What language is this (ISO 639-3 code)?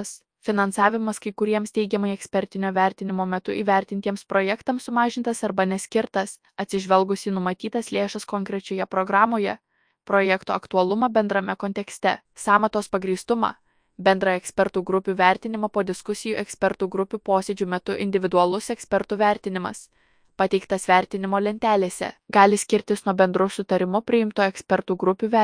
lit